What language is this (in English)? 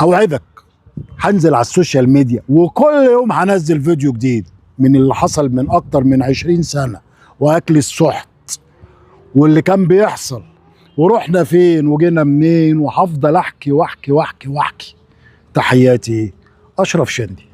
Egyptian Arabic